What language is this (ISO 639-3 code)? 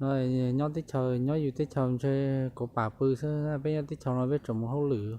hmn